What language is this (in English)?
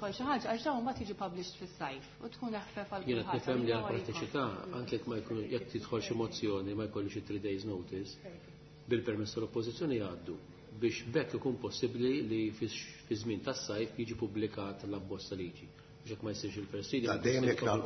Maltese